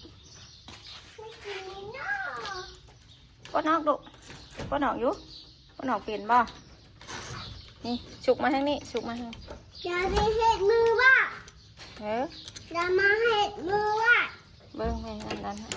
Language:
Northeastern Thai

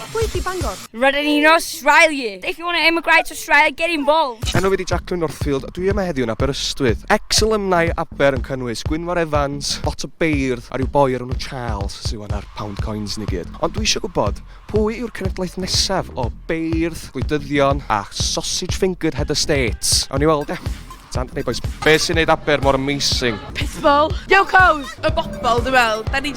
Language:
Welsh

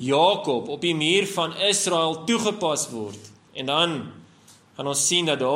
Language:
Afrikaans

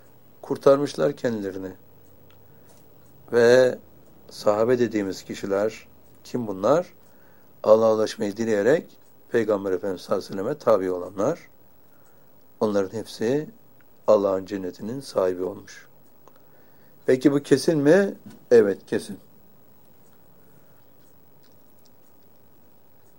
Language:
Turkish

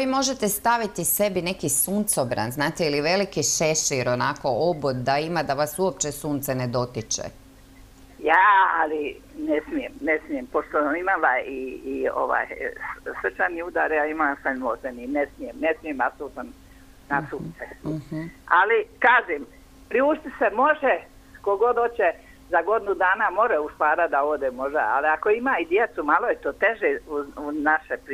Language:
Croatian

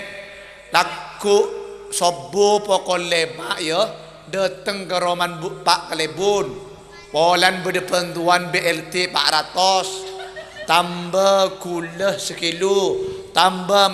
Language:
Madurese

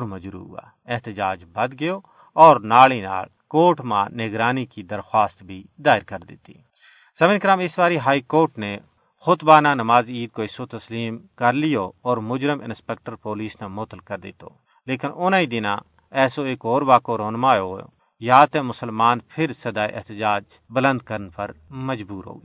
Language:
Gujari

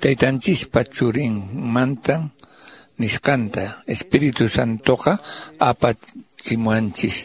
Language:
Quechua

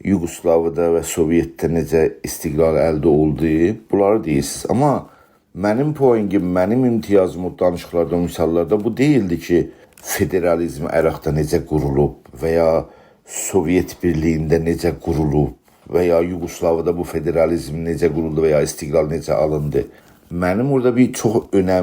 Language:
South Azerbaijani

